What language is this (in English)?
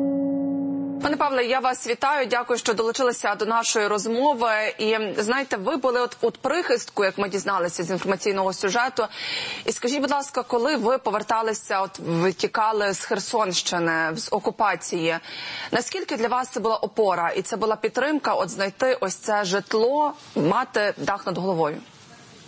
Ukrainian